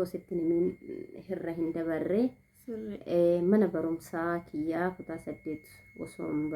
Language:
Oromo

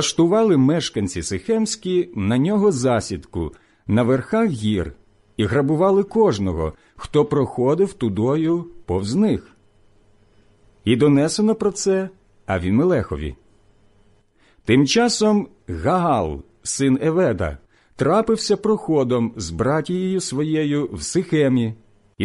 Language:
Ukrainian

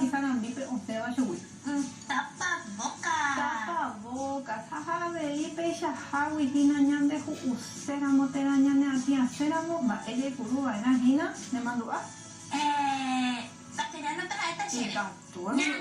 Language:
Guarani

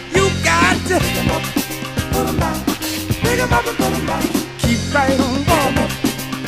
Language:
English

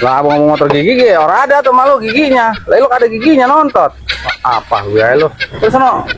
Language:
Betawi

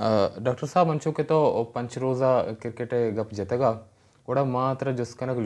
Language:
Baluchi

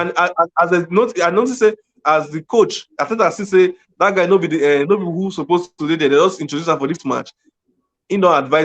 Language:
Nigerian Pidgin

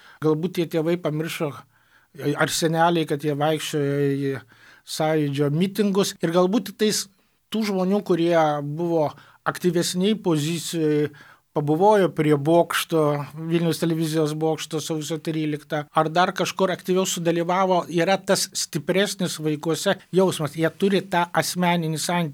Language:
Lithuanian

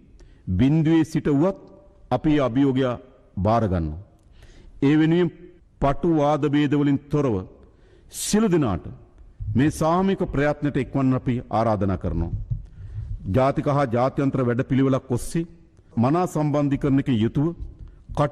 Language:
Sinhala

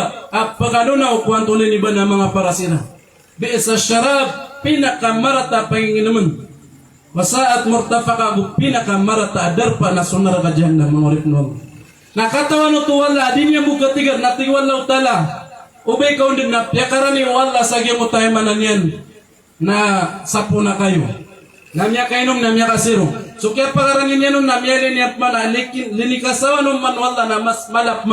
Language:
Maranao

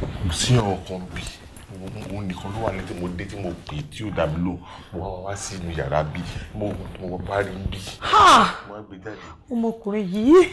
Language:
Yoruba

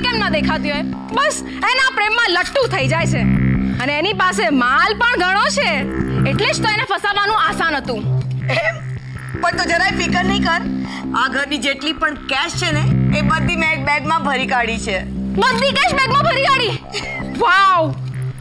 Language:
Gujarati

